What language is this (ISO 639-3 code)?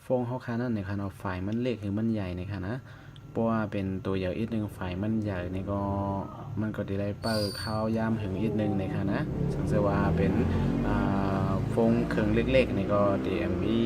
shn